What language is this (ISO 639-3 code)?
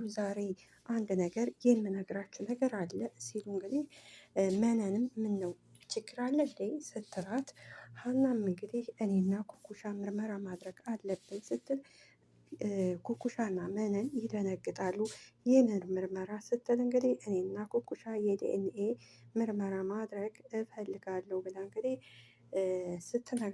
amh